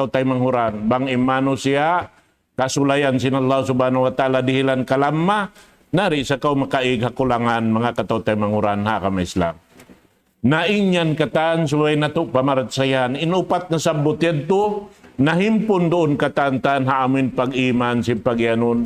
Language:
Tausug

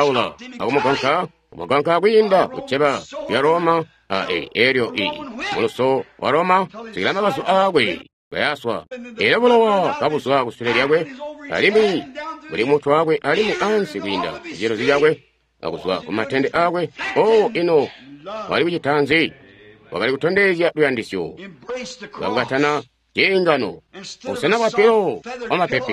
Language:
Tonga (Zambia)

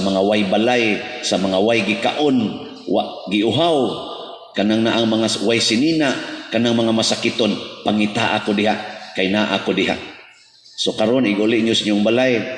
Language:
Cebuano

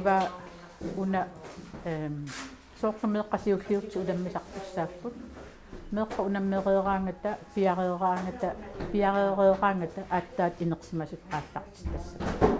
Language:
Kalaallisut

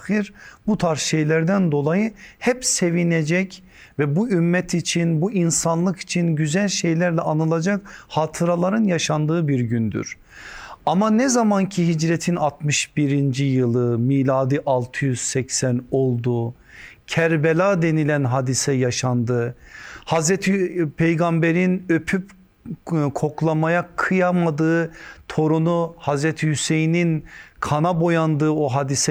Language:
Turkish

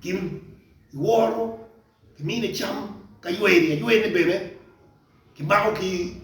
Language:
Acoli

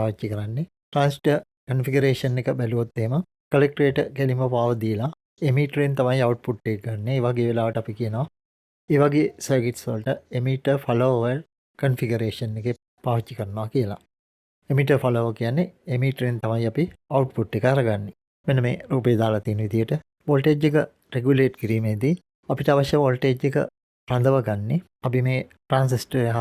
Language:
Sinhala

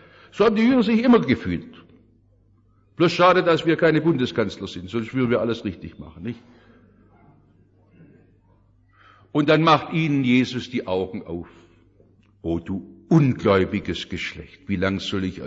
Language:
German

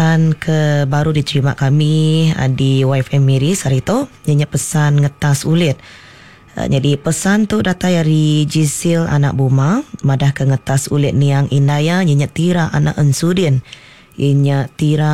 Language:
Iban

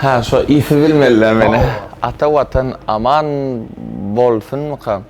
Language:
Turkmen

